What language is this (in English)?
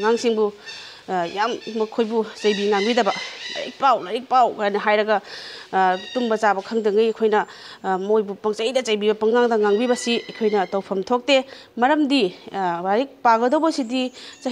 Manipuri